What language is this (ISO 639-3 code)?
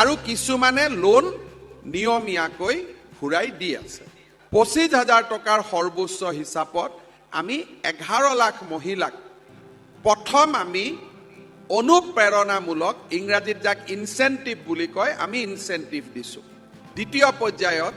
asm